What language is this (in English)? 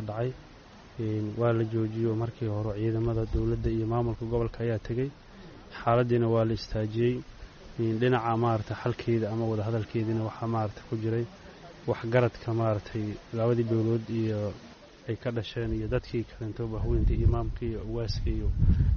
Somali